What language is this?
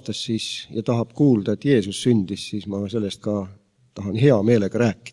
Estonian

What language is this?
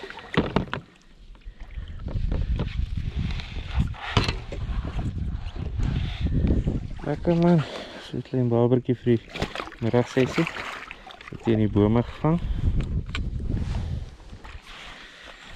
Afrikaans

